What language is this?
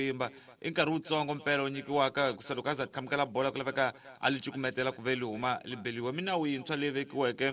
Tsonga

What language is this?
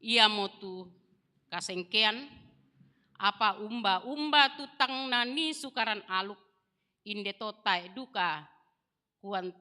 Toraja-Sa'dan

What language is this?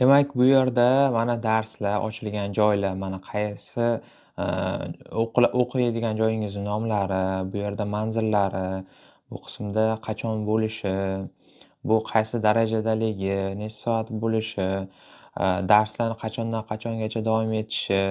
Uzbek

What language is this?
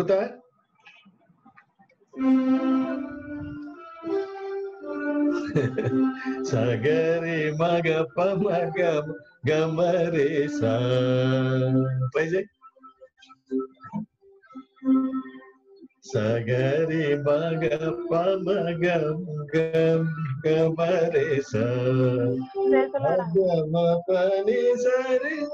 Telugu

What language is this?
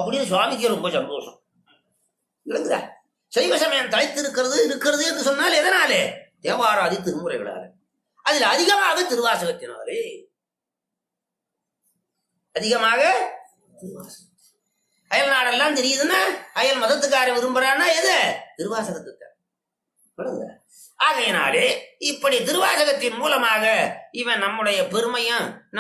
Tamil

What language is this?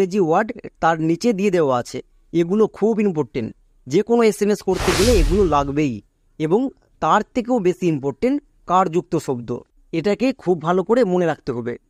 Bangla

